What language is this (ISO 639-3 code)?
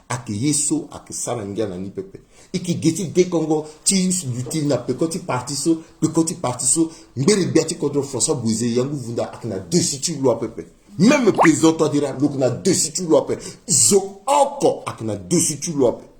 sag